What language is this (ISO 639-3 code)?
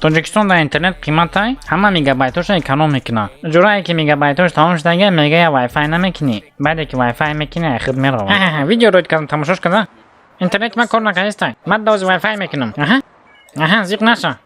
tgk